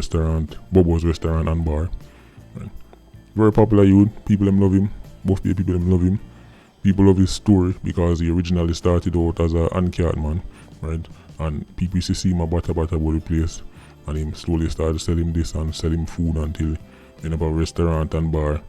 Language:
Jamaican Creole English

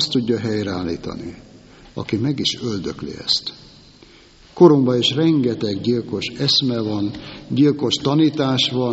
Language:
Hungarian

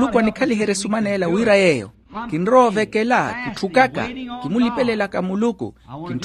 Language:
Makhuwa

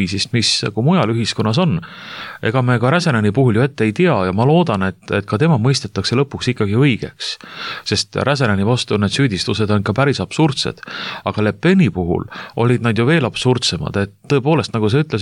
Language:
Estonian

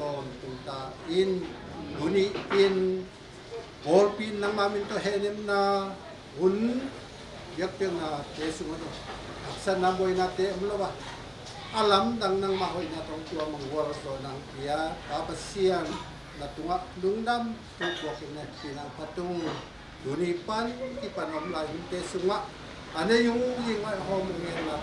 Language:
Tedim Chin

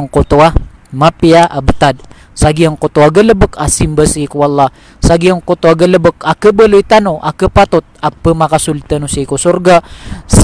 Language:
Maranao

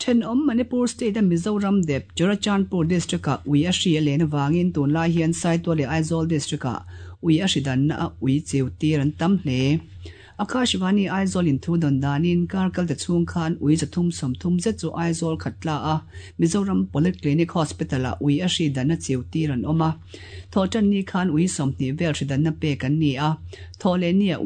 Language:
Mizo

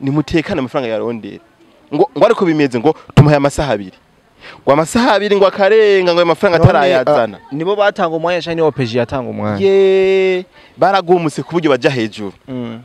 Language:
Rundi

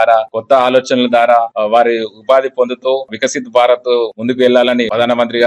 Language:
Telugu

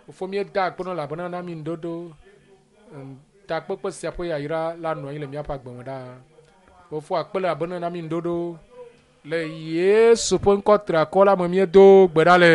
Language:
Ewe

